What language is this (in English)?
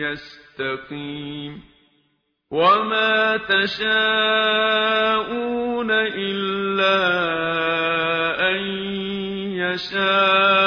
Arabic